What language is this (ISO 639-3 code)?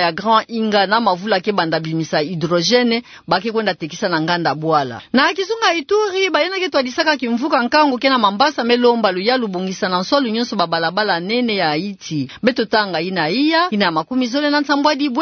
ktu